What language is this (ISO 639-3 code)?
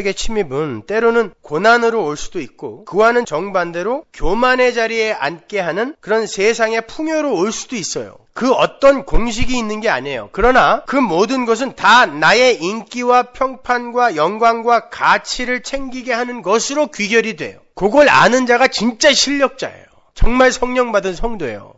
kor